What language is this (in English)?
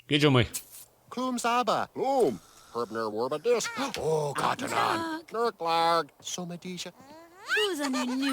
Bavarian